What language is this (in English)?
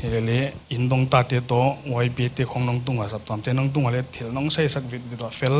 Paite Chin